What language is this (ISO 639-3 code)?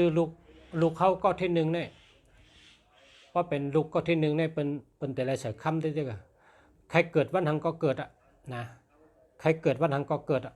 shn